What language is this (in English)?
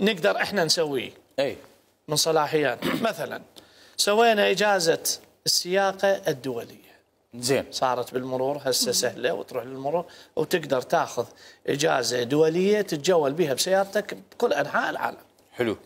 Mesopotamian Arabic